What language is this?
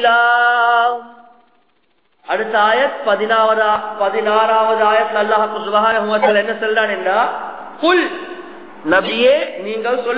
Tamil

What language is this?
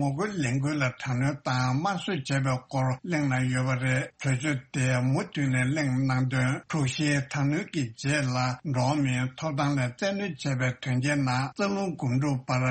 Tibetan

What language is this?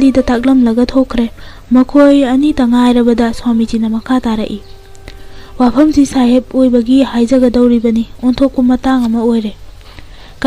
Manipuri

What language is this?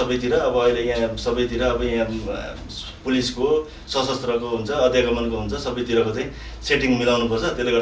Nepali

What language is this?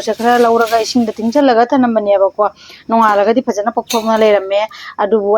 Manipuri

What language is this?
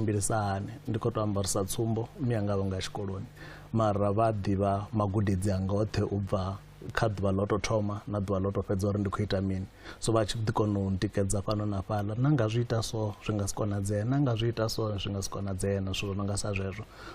Venda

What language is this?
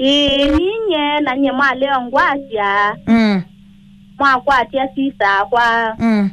Kamba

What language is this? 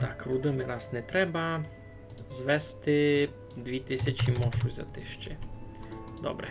Rusyn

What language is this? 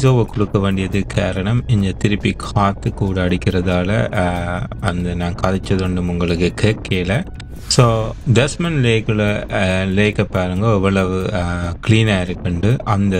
Tamil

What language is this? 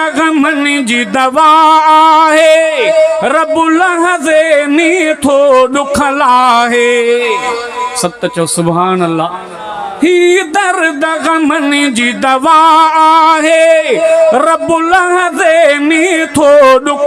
Sindhi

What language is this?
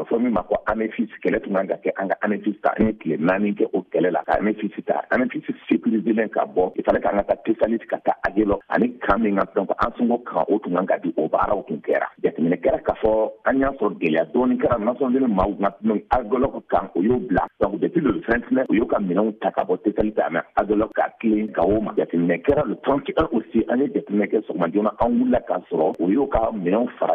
Bambara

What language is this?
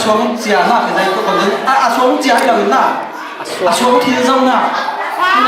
Falam Chin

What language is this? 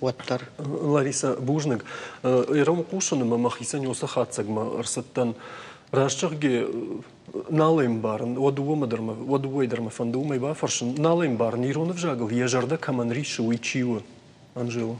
Ossetic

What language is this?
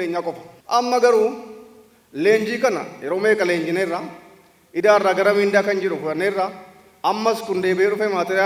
Oromo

